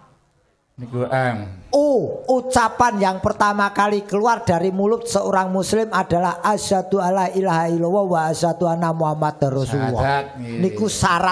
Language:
Javanese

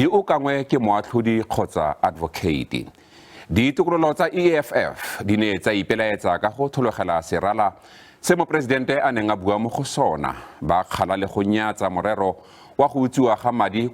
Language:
Tswana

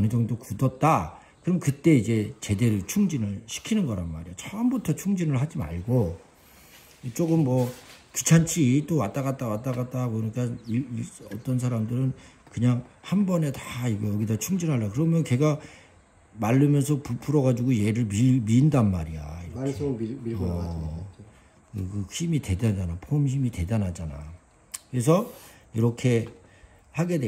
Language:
Korean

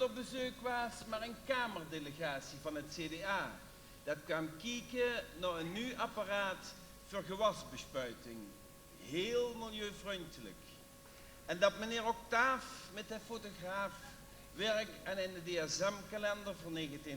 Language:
Limburgish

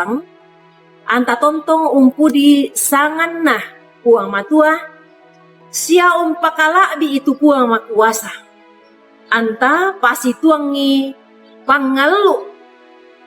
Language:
Toraja-Sa'dan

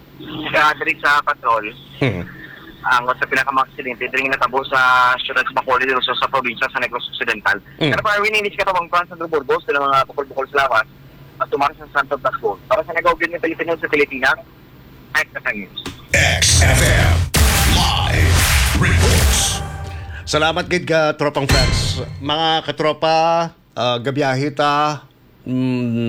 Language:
Hiligaynon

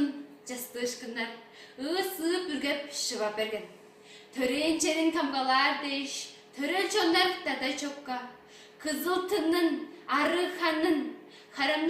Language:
Tuvinian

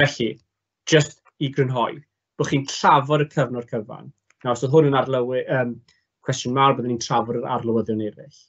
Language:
Welsh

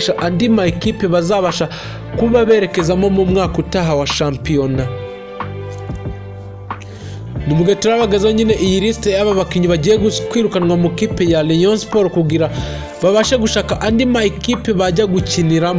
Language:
Kinyarwanda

